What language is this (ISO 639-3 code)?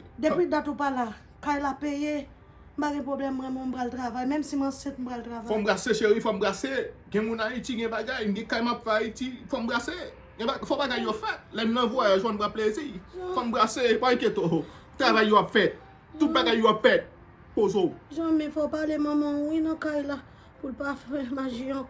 hat